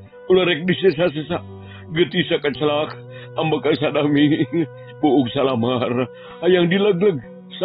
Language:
Sundanese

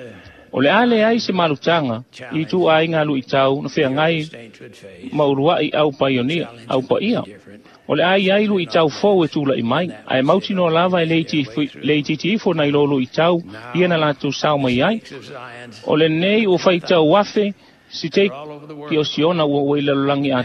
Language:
Samoan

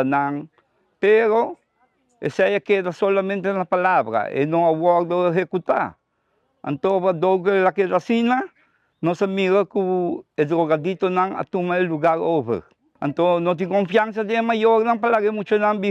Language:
Papiamento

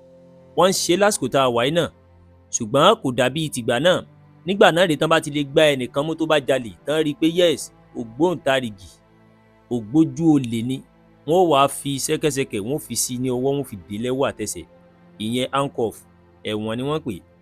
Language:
Yoruba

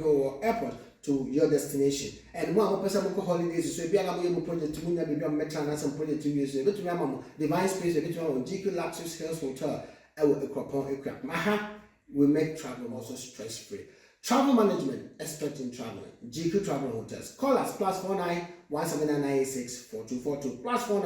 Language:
Akan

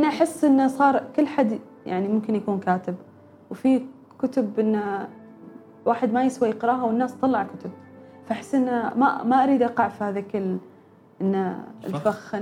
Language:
Gulf Arabic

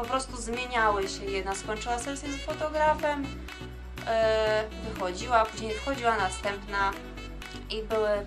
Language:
Polish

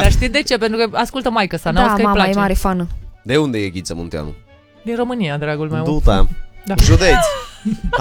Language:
Romanian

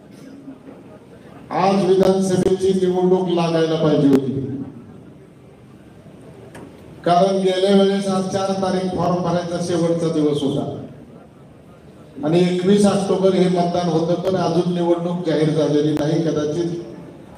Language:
Marathi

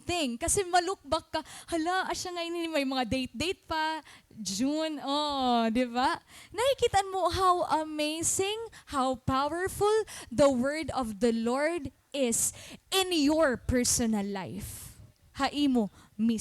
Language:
Waray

